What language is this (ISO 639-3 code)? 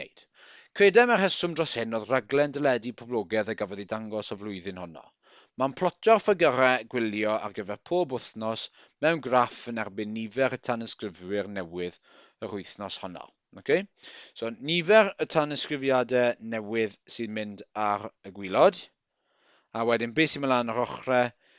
cym